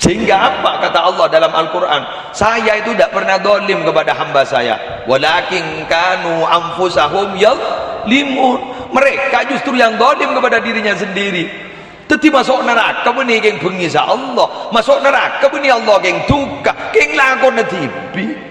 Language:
Madurese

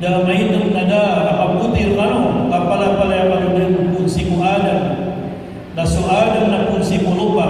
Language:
Maranao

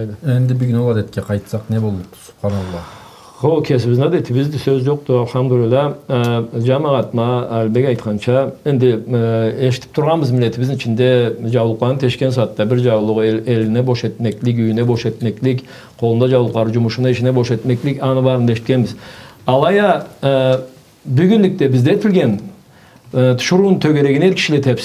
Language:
Karachay-Balkar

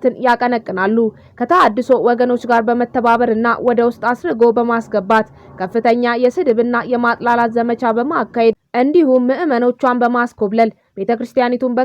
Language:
Amharic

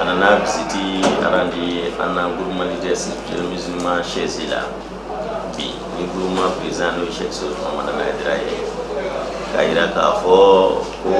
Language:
Bambara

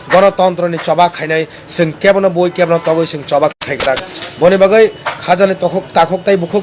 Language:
Kok Borok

